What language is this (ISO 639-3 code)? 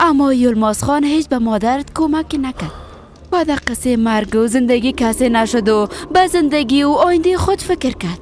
fas